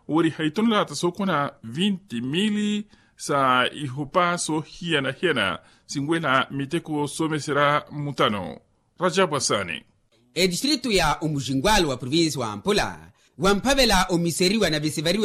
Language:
Makhuwa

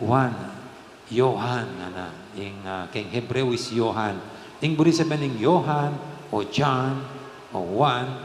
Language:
Pampanga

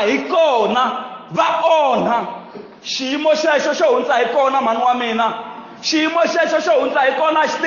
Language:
Tsonga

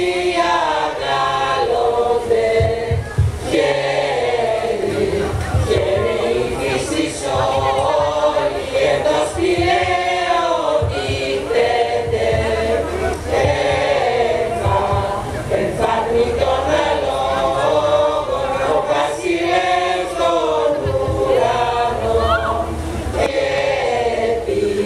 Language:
Greek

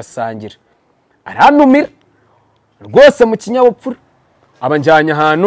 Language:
Kinyarwanda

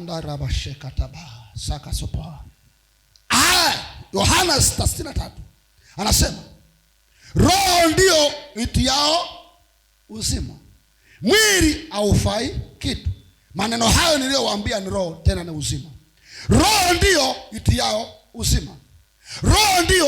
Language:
Swahili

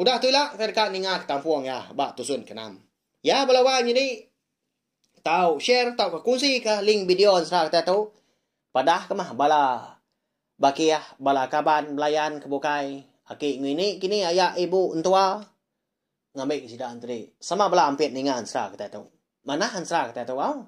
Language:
Iban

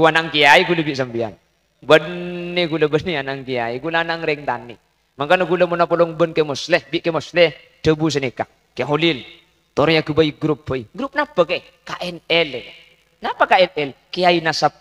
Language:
Madurese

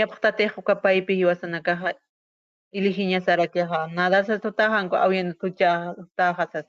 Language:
Aymara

